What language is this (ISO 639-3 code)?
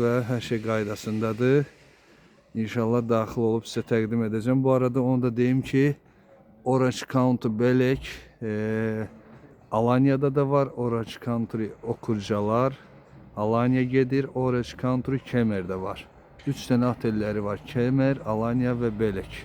aze